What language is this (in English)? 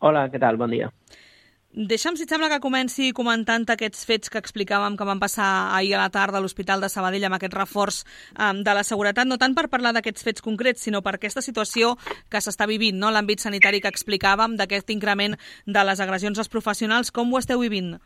Catalan